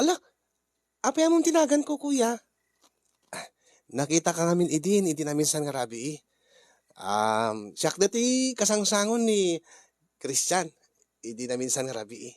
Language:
Iloko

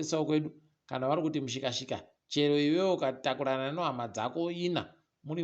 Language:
Ndau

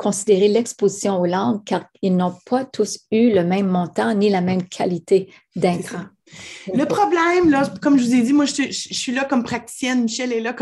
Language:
French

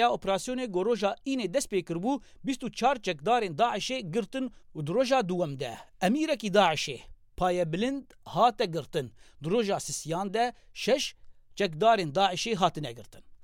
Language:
Kurdish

